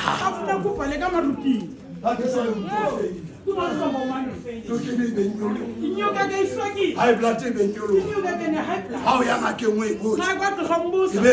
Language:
Southern Sotho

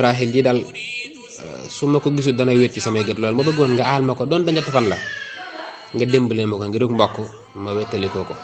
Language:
Wolof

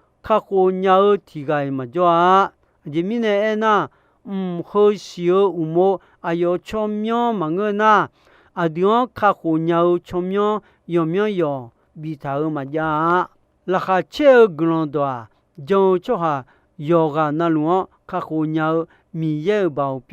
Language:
Akha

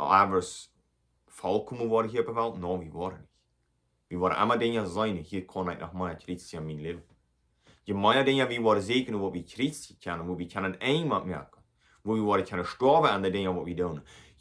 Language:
Plautdietsch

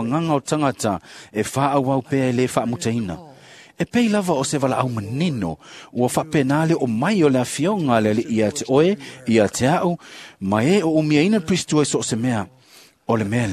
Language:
Samoan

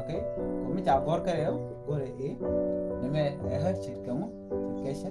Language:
Nuer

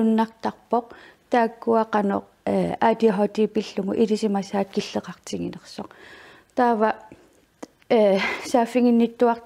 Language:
Kalaallisut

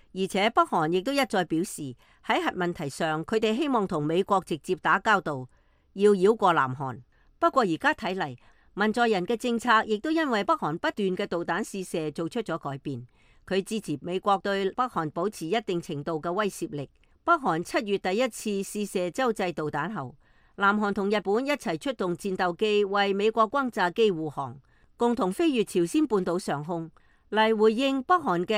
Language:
Cantonese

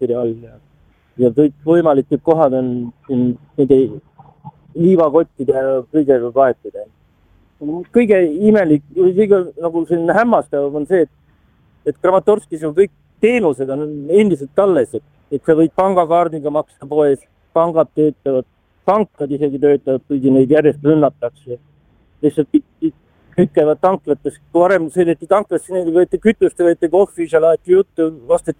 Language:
Estonian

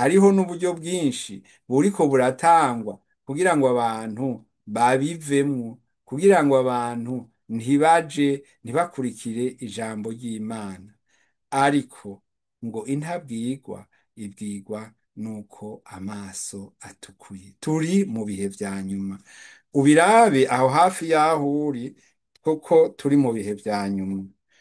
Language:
Rundi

